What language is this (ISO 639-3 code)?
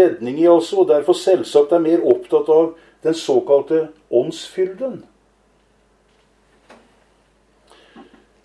nor